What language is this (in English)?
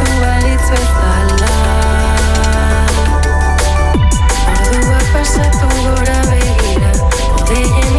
Basque